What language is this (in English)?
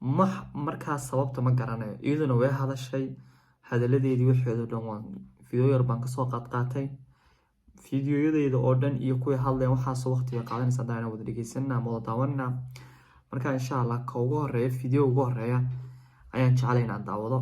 Somali